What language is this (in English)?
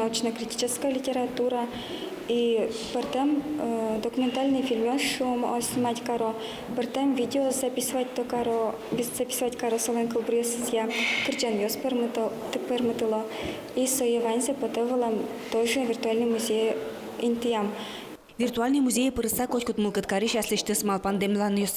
Udmurt